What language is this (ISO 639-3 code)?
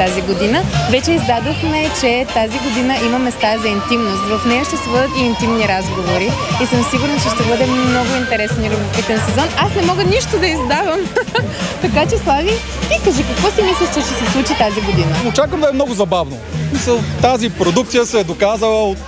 bul